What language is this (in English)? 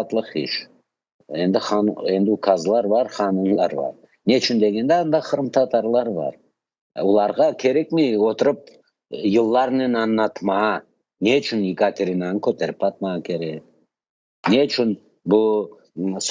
Crimean Tatar